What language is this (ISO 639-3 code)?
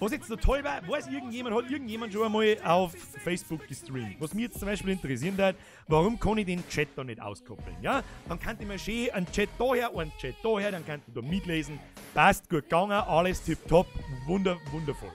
bar